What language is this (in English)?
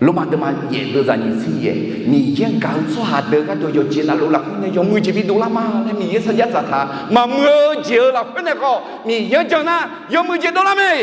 Akha